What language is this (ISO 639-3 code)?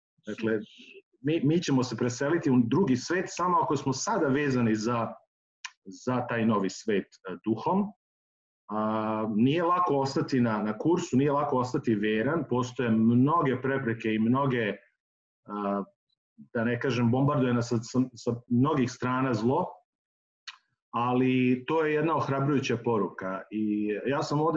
srp